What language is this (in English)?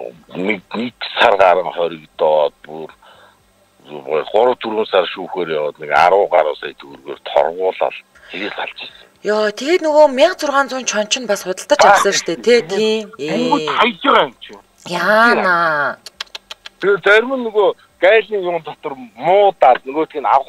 Mongolian